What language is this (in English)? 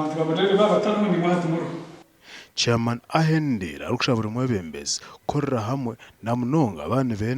Nyankole